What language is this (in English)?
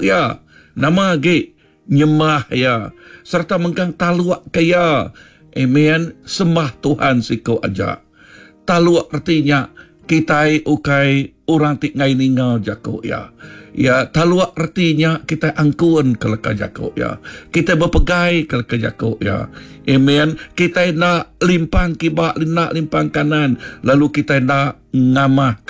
Iban